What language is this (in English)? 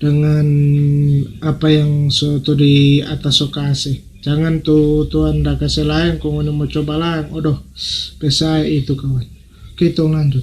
Manado Malay